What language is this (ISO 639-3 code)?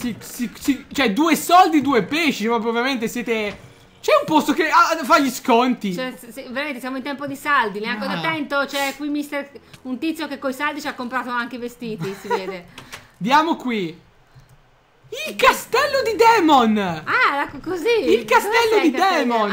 ita